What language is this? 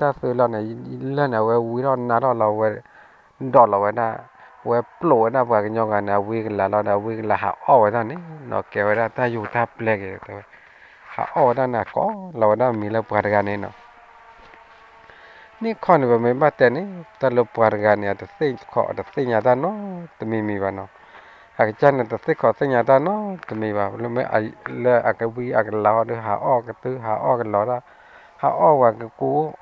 S'gaw Karen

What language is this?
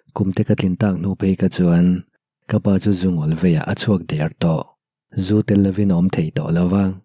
Mizo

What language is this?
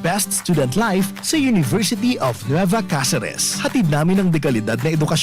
Bikol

